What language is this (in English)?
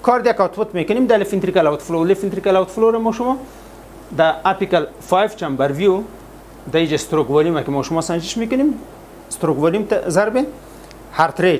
Persian